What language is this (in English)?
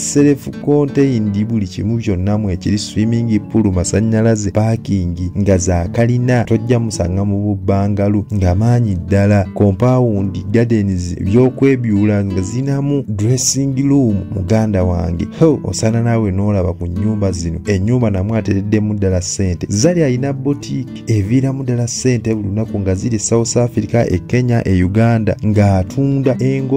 Ganda